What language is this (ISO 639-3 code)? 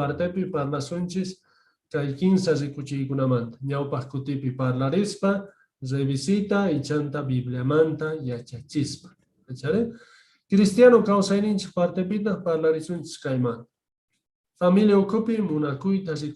quh